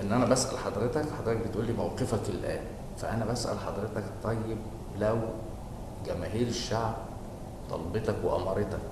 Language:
Egyptian Arabic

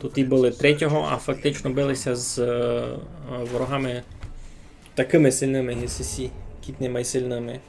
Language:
Rusyn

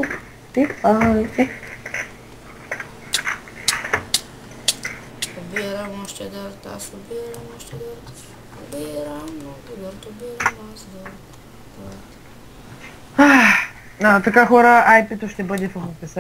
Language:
Bulgarian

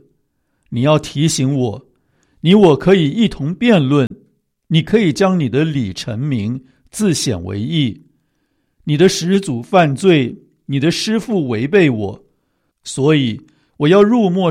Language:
Chinese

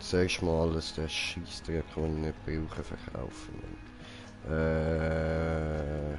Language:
Swiss German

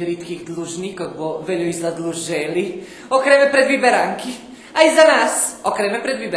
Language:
Rusyn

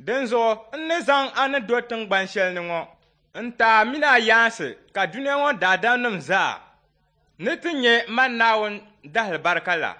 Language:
Dagbani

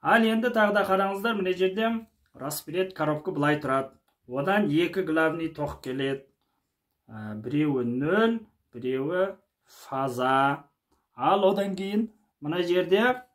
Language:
Kazakh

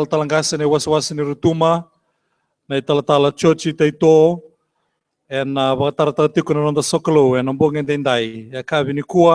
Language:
Fijian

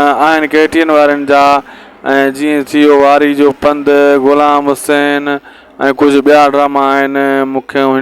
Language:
Sindhi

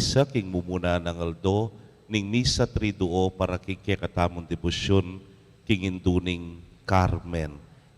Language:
Pampanga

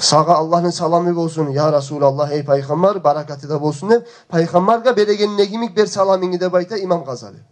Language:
Kumyk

